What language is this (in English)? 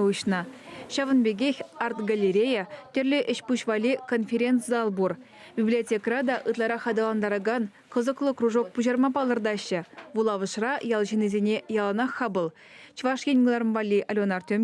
Chuvash